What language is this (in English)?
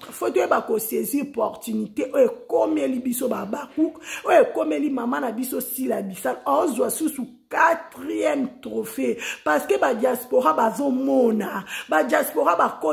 Lingala